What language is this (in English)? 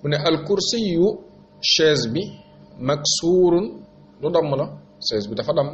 Wolof